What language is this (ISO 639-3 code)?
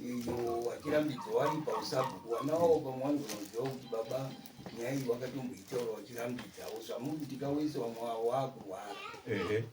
sna